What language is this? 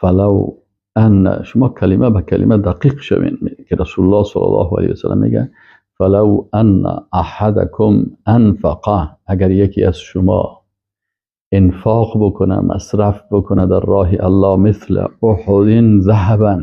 Persian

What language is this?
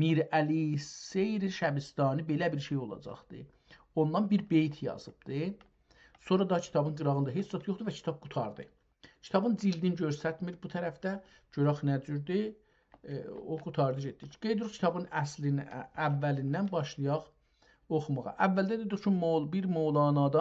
South Azerbaijani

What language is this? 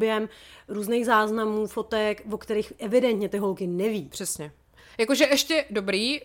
Czech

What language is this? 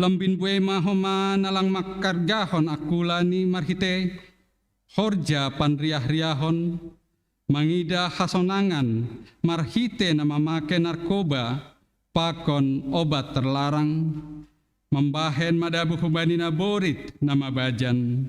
Batak Simalungun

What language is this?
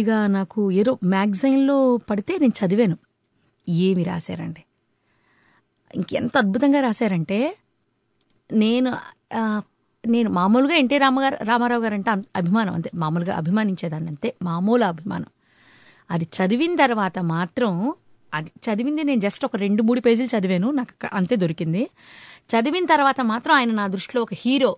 Telugu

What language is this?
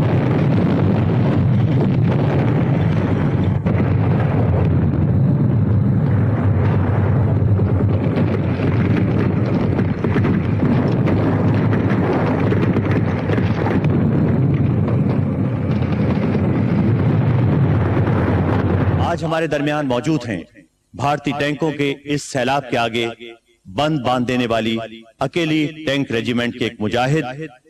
Urdu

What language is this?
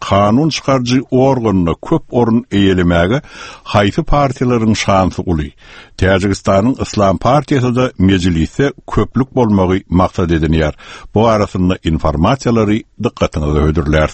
Turkmen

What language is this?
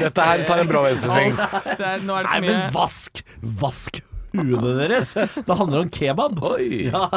Norwegian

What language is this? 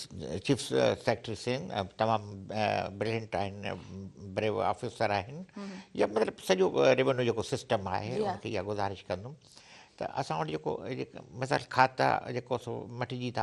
Sindhi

